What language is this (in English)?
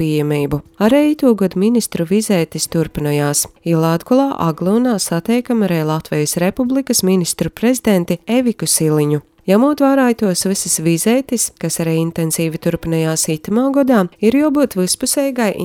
Latvian